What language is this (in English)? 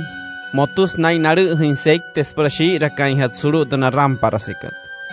Wayuu